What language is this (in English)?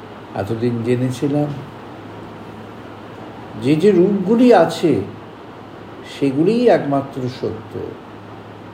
Bangla